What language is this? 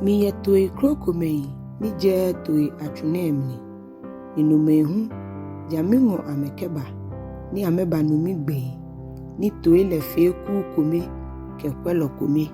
Ga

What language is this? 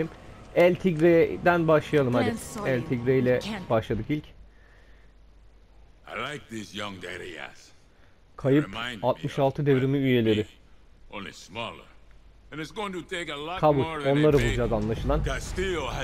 Turkish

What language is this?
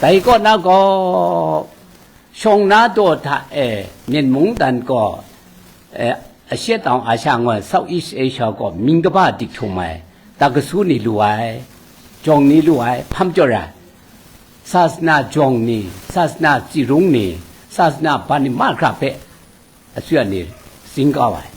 Kachin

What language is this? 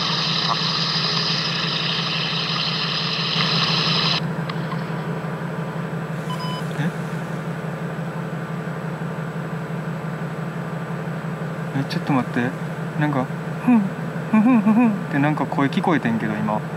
Japanese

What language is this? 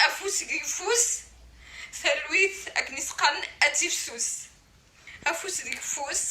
Kabyle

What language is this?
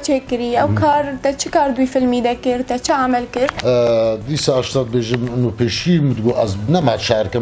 Kurdish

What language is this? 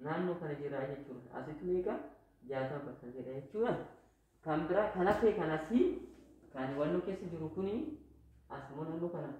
Oromo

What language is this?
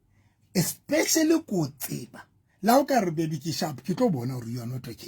Southern Sotho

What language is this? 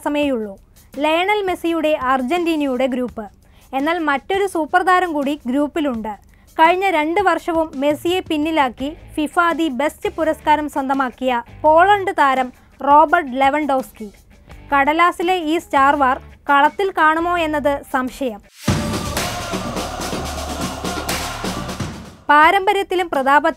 Malayalam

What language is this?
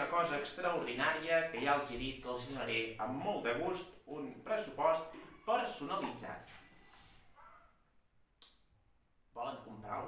Catalan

